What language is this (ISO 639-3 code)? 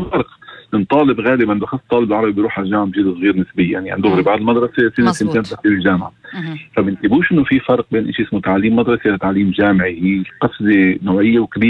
apc